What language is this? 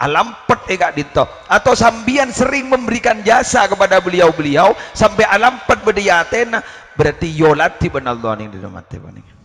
Madurese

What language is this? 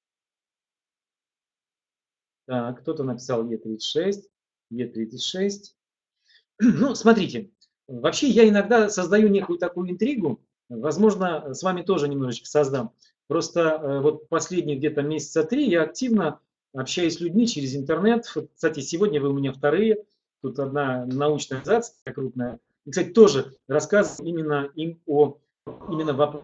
Russian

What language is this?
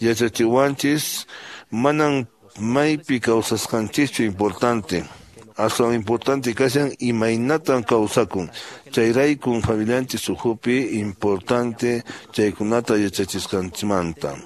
Quechua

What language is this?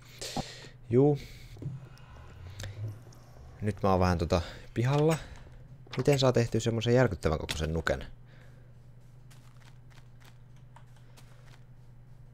Finnish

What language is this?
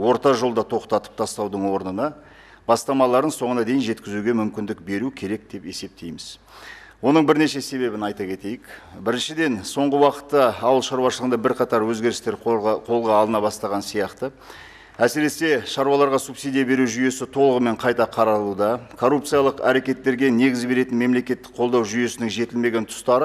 Kazakh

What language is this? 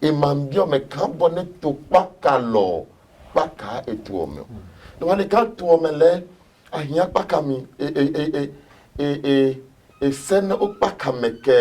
Adangme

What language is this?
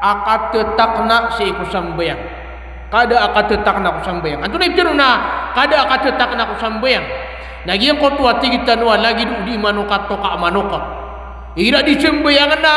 Maranao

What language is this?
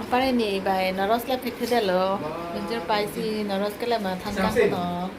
Karbi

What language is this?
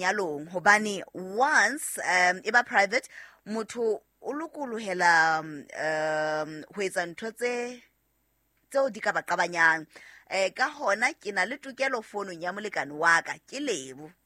Southern Sotho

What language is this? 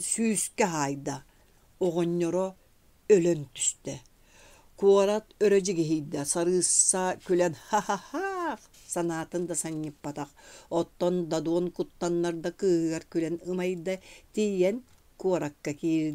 Yakut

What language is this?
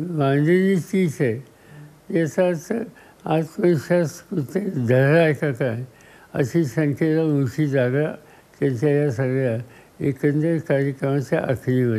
Marathi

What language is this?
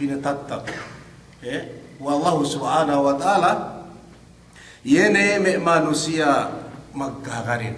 Yakan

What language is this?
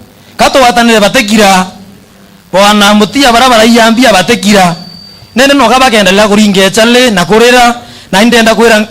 Meru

